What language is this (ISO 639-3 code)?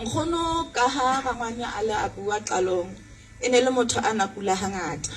sot